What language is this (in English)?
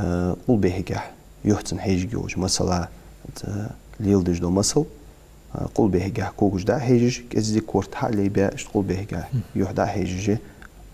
Ingush